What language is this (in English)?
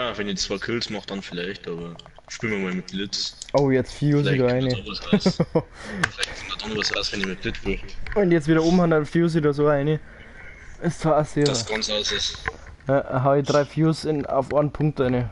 Bavarian